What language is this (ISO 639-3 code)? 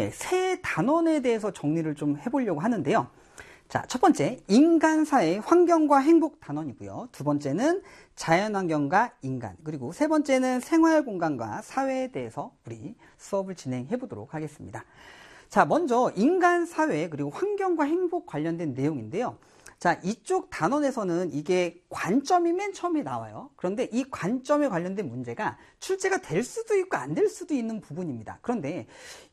kor